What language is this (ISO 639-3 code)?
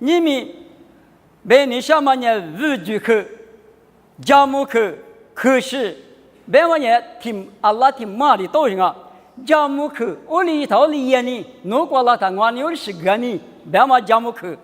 lis